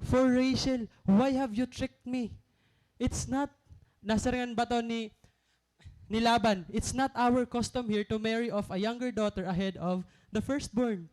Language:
Waray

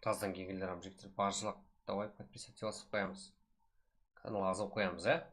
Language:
Kara-Kalpak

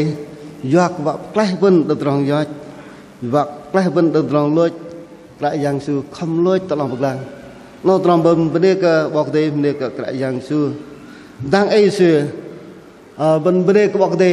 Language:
Bahnar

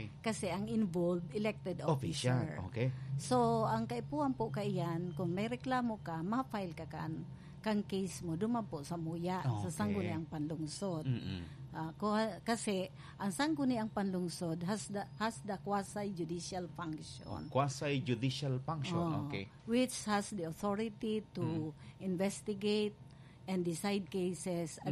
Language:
Bikol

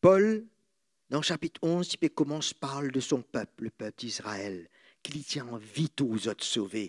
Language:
Morisyen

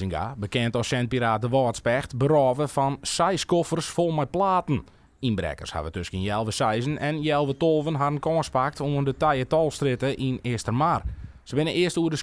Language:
Western Frisian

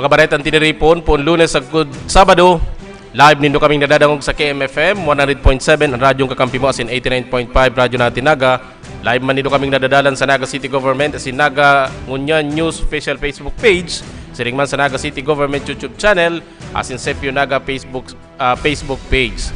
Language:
Bikol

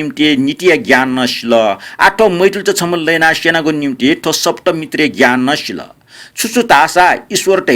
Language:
Newari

